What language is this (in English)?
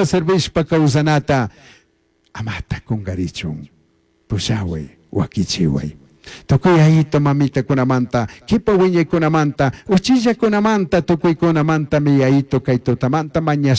Chimborazo Highland Quichua